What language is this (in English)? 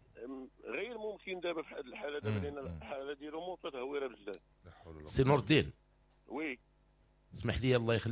Moroccan Arabic